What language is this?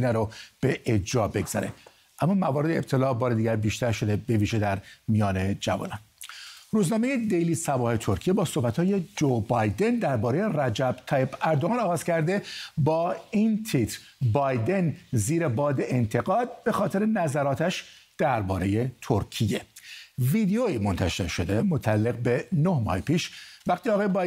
Persian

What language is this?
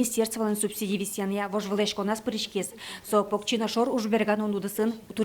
Udmurt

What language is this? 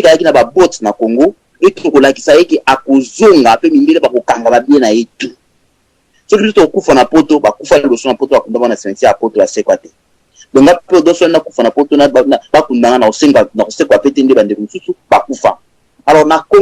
Lingala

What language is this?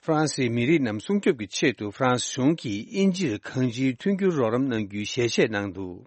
Tibetan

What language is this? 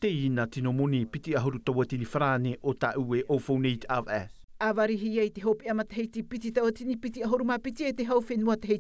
Tahitian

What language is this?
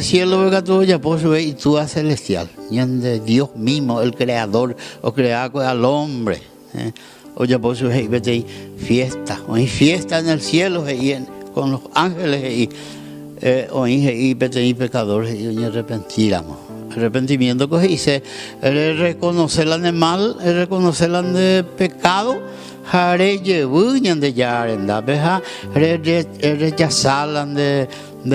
Guarani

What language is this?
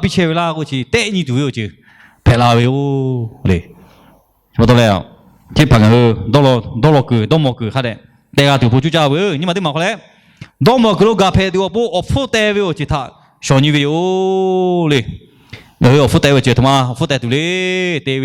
Lahu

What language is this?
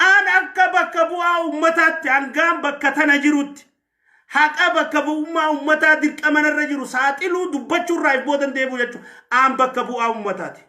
Oromo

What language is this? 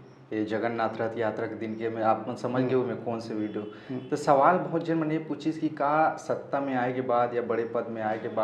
Chhattisgarhi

